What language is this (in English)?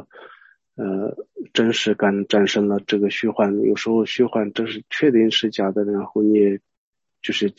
Chinese